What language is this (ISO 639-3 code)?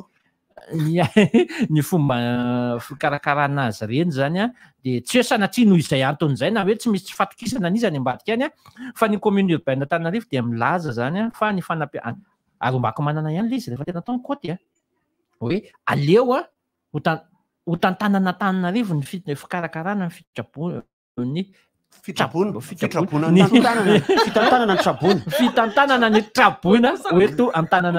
mlg